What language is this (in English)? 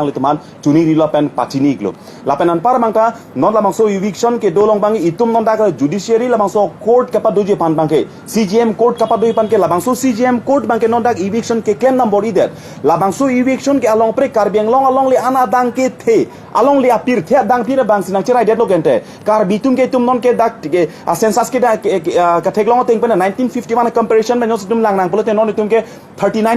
Karbi